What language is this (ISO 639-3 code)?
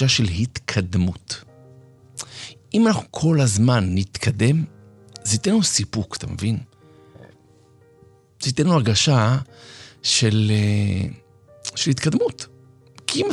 heb